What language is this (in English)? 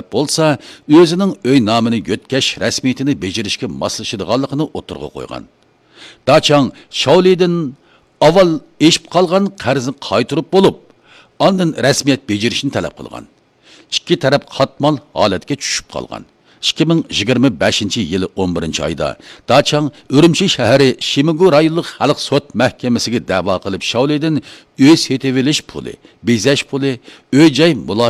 Uyghur